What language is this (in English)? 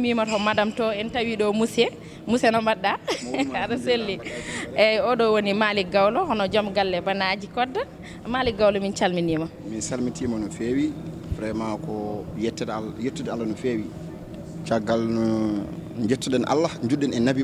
Fula